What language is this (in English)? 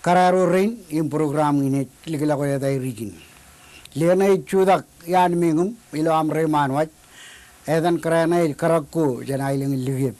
Marshallese